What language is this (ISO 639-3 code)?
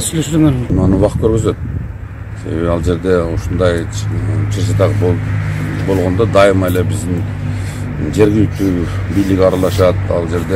kir